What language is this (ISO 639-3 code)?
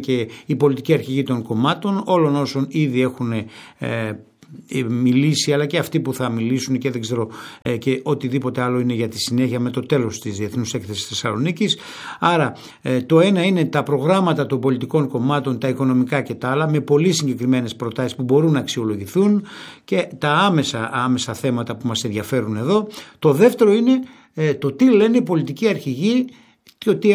ell